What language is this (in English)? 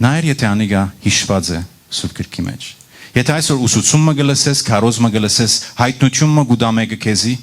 Western Armenian